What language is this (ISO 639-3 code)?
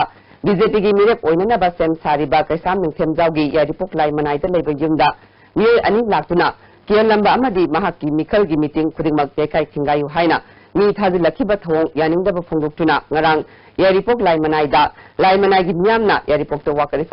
mni